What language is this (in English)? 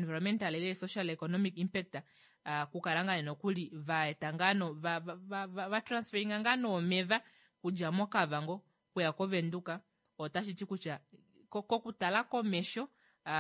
Kuanyama